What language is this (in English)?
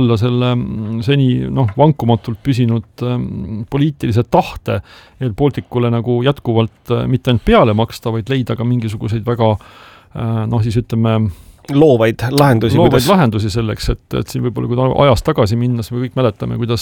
Estonian